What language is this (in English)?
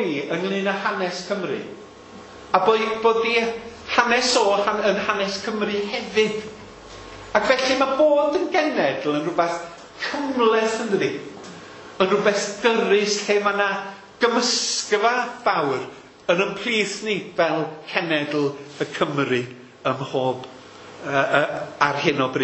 Welsh